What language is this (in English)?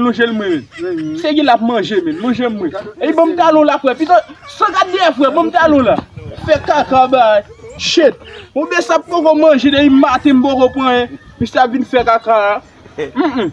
Haitian Creole